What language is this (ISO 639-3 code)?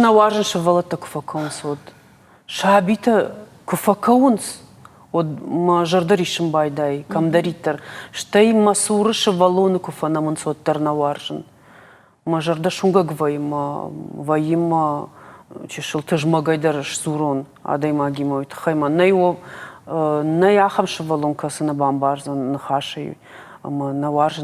oss